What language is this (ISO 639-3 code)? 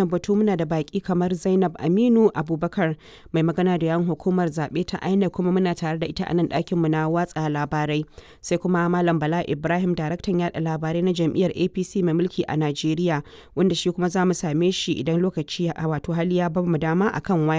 hau